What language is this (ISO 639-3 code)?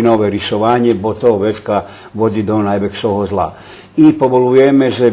rue